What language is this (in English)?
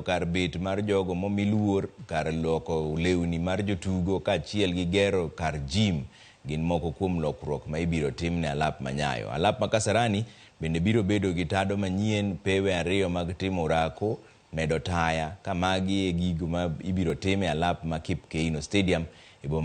Luo (Kenya and Tanzania)